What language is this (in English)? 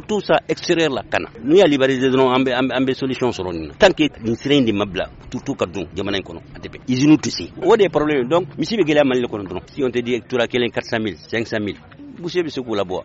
Bambara